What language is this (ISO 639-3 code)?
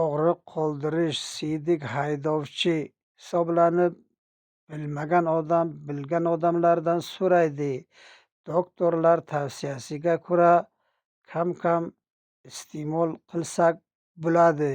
uzb